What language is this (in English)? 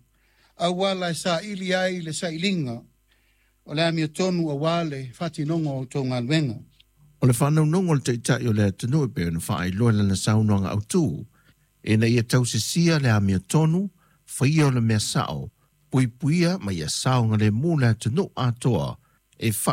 Samoan